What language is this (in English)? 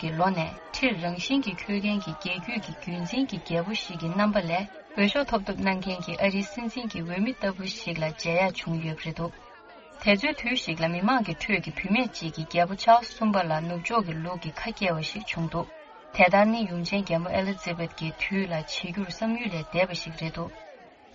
Tibetan